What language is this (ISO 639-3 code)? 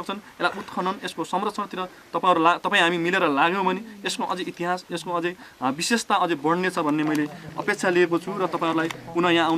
nep